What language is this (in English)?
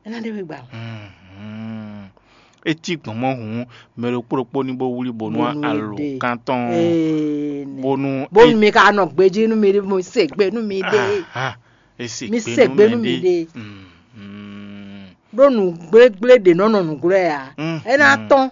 Fon